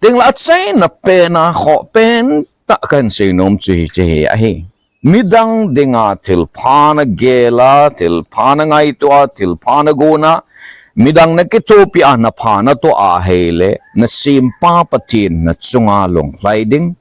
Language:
Thado Chin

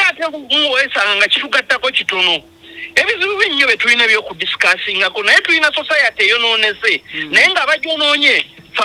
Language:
Ganda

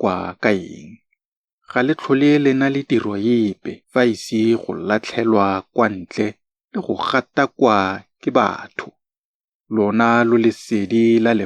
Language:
Tswana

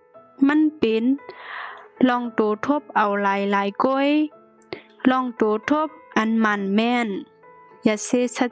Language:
Shan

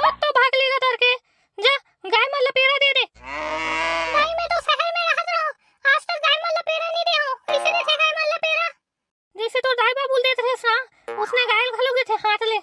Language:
Chhattisgarhi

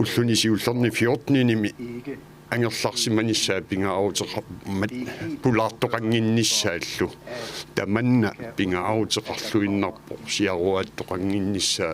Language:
Kalaallisut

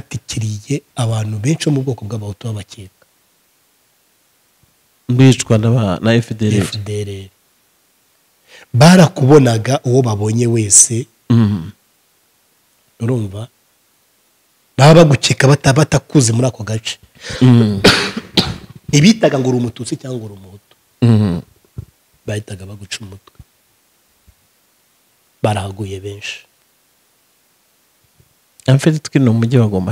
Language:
Kinyarwanda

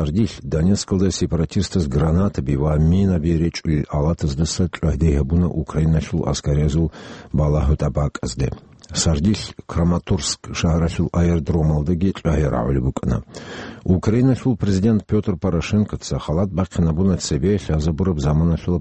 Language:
Avaric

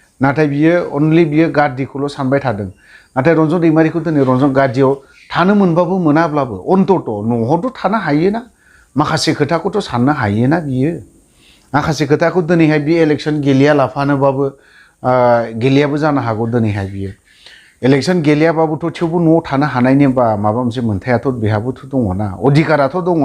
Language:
Bodo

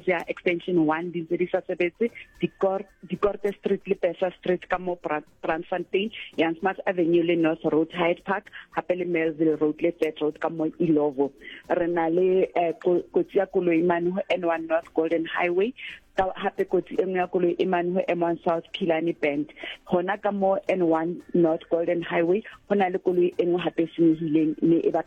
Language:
Southern Sotho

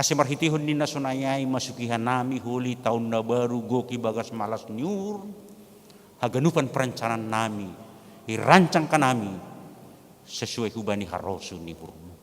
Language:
Batak Simalungun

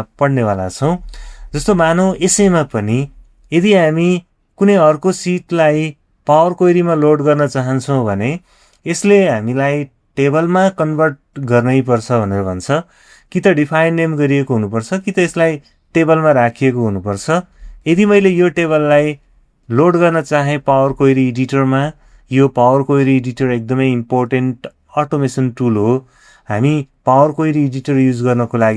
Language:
Nepali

